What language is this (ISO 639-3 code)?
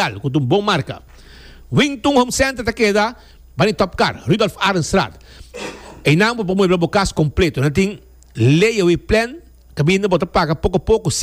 pap